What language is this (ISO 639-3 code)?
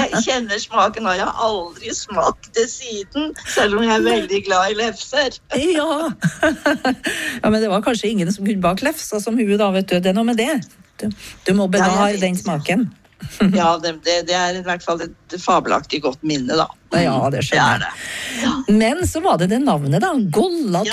nor